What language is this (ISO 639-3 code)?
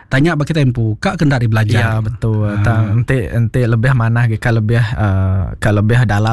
iba